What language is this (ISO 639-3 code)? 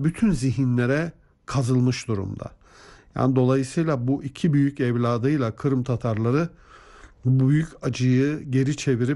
tur